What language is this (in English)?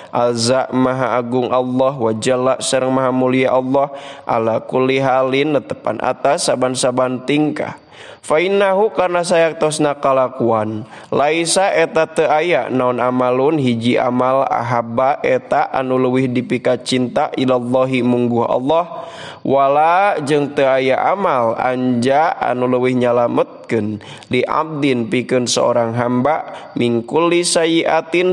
Sundanese